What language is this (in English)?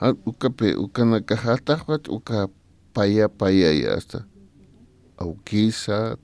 Aymara